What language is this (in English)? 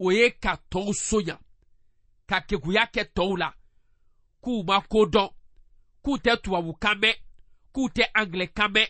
Bambara